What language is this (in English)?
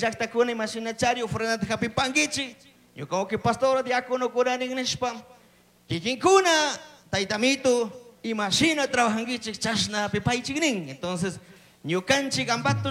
Chimborazo Highland Quichua